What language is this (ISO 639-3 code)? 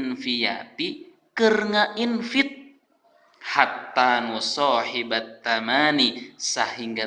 sun